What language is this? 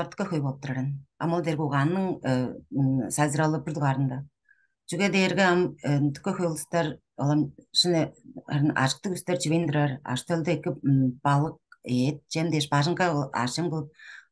Tuvinian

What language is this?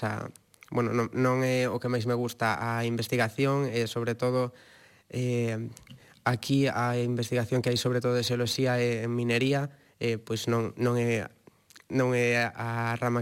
Galician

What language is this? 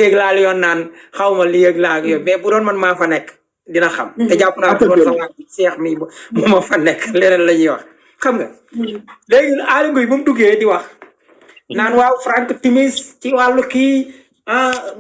Wolof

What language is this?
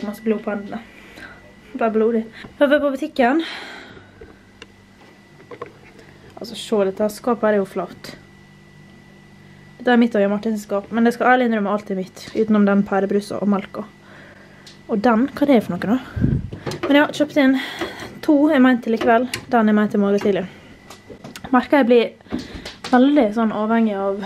Norwegian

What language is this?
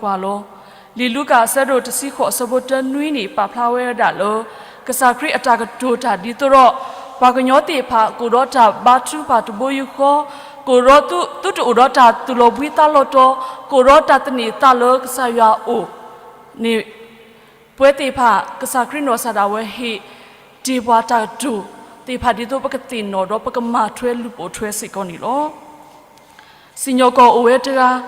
S'gaw Karen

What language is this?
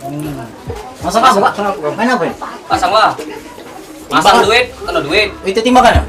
Musi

